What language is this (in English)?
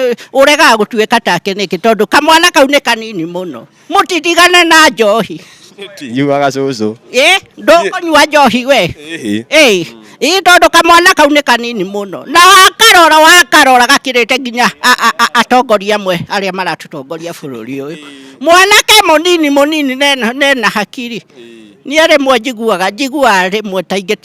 Kikuyu